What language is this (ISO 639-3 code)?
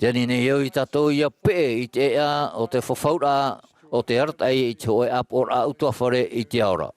tah